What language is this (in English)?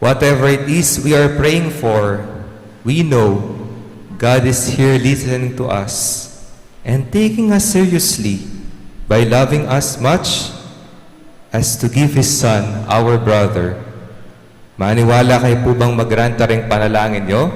Pampanga